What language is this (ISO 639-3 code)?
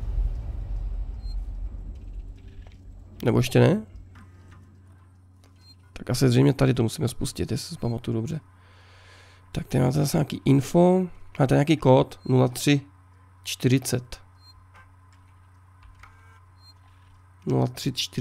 ces